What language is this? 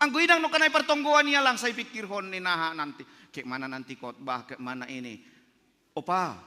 Batak Simalungun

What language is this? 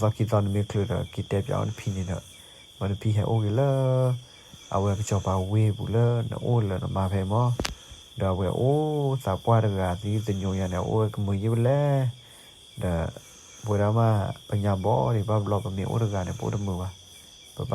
S'gaw Karen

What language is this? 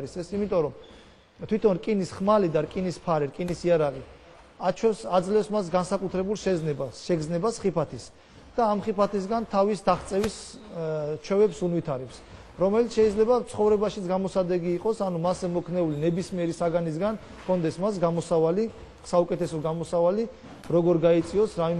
Georgian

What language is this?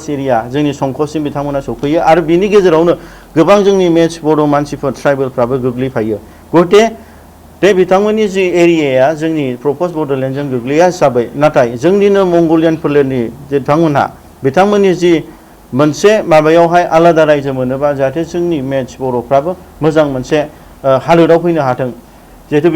Bodo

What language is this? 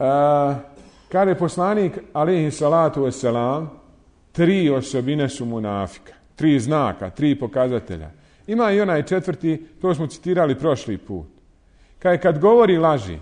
Bosnian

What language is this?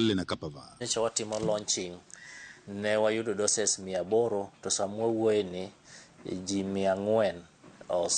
Luo (Kenya and Tanzania)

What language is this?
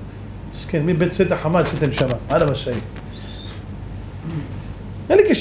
Hebrew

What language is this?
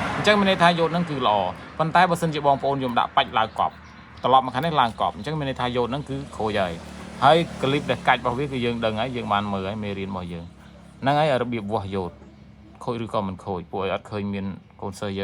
Khmer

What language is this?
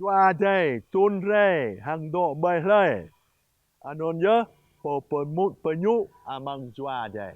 Jarai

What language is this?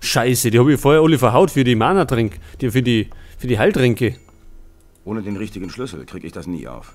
Bavarian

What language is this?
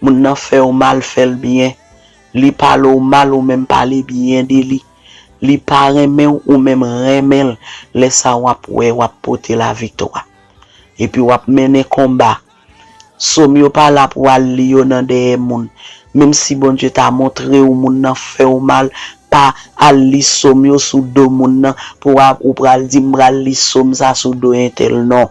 Haitian Creole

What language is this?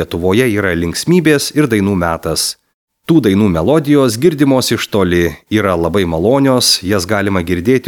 Lithuanian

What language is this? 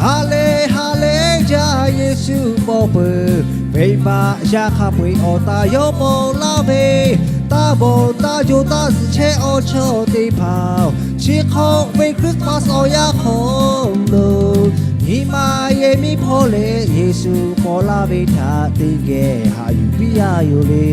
Lahu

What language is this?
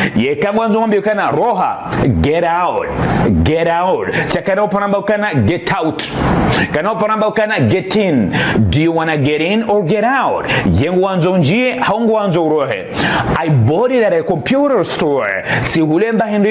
Ngazidja Comorian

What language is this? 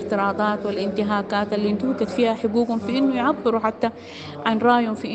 Sudanese Arabic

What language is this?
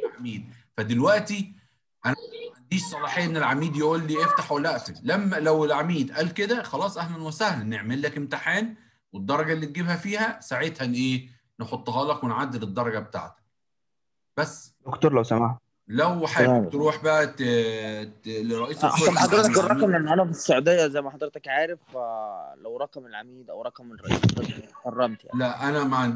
Egyptian Arabic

